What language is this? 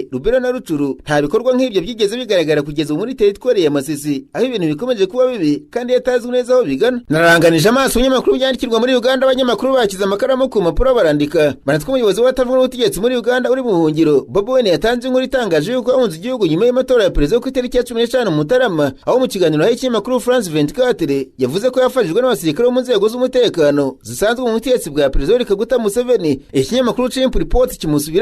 Kinyarwanda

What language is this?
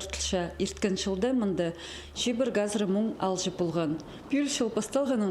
Khakas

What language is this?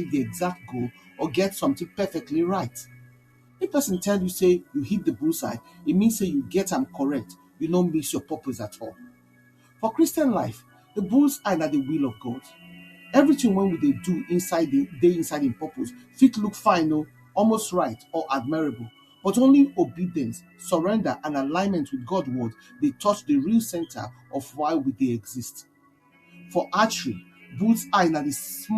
Nigerian Pidgin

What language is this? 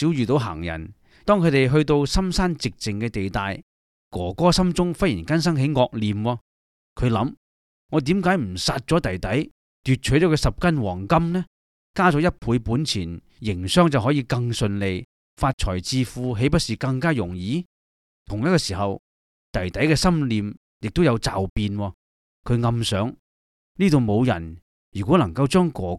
Cantonese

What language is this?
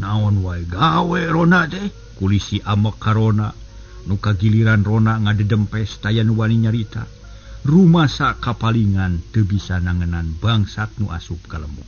Sundanese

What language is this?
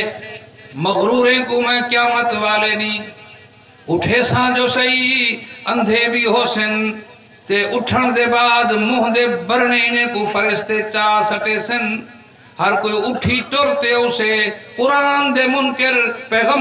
Saraiki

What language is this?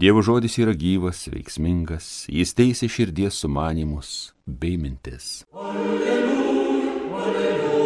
Lithuanian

